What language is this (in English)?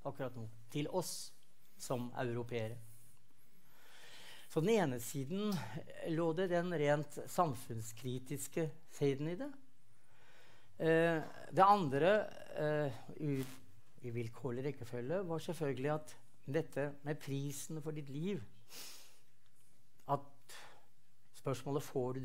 Norwegian